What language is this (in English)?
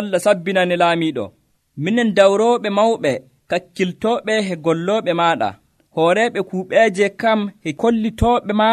Nigerian Fulfulde